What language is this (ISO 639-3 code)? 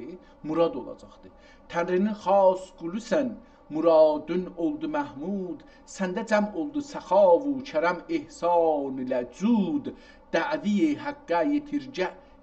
azb